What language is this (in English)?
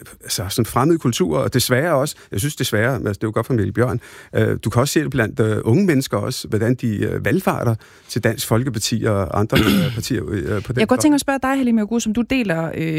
Danish